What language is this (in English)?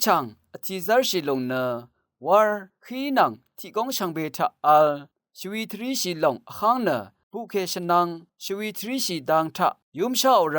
Rawang